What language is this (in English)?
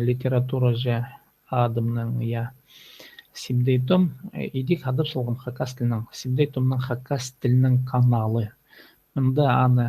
Khakas